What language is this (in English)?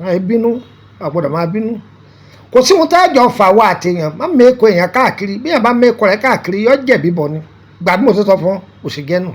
Yoruba